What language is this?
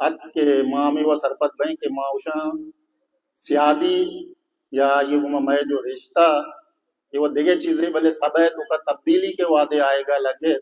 Baluchi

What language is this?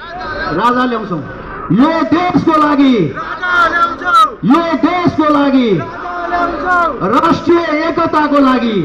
Nepali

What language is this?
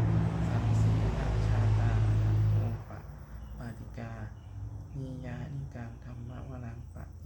Pali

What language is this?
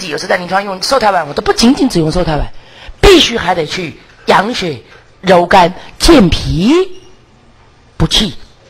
Chinese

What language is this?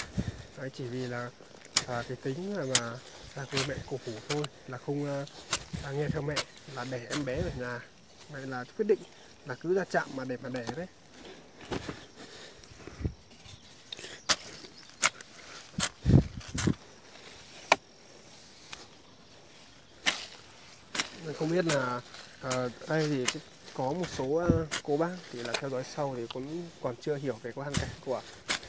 Vietnamese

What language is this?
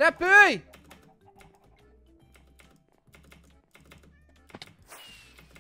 Hungarian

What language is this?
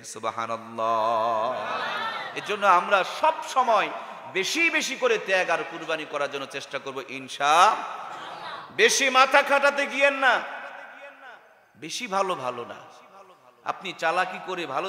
Bangla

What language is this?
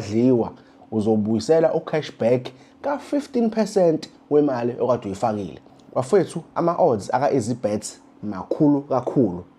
Zulu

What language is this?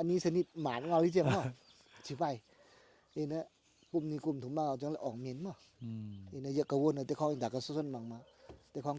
Tedim Chin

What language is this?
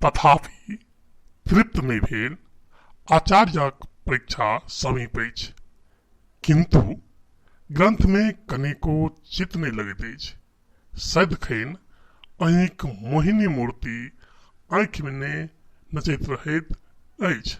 Maithili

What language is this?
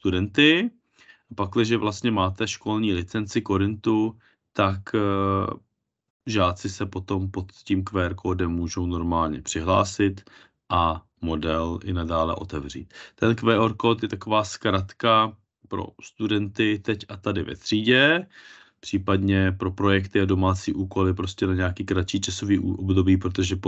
Czech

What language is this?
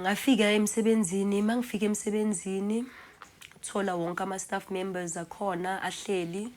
Zulu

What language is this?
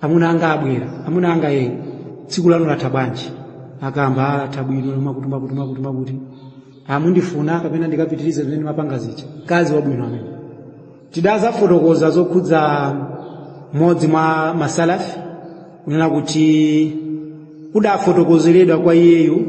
Nyanja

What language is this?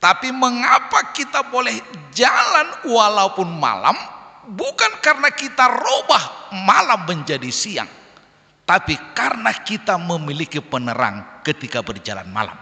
Batak Simalungun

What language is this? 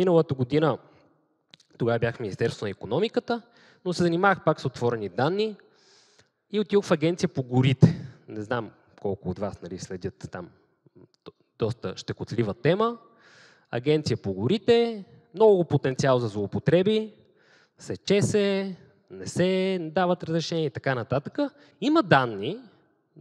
Bulgarian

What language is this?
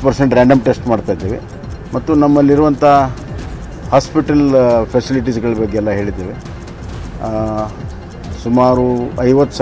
Kannada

